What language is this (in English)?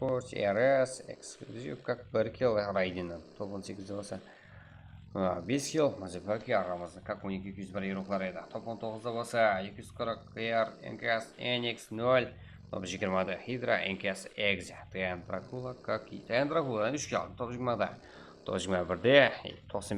Kara-Kalpak